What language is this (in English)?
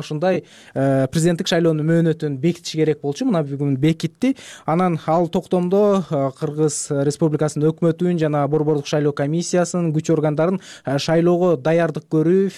Kyrgyz